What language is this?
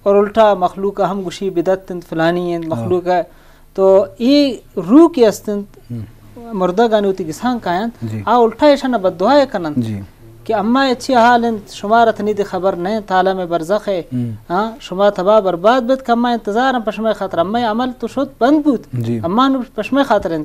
Eastern Balochi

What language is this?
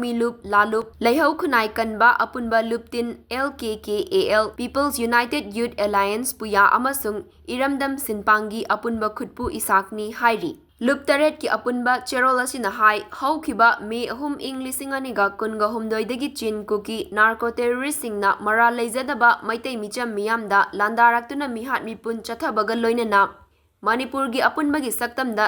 Manipuri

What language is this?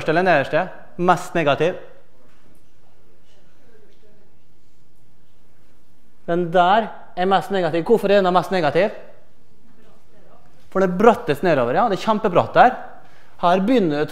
Norwegian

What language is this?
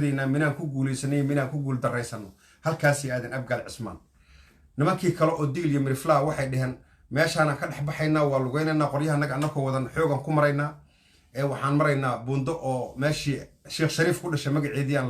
Somali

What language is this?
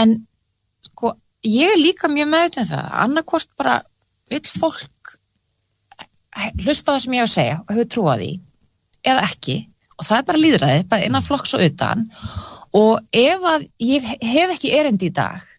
Icelandic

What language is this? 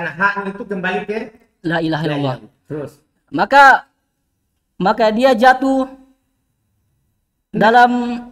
Indonesian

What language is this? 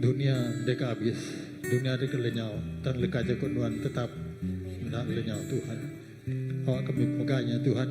Iban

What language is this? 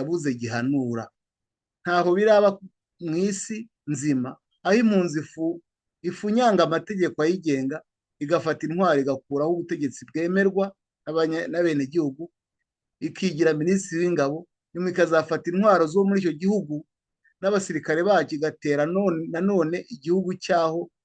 Kinyarwanda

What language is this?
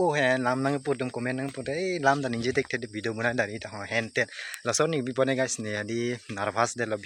Karbi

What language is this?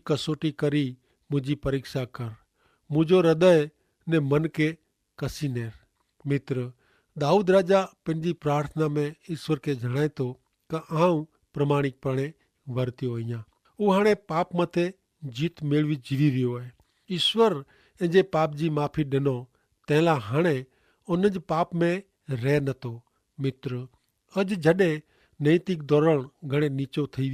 Kachhi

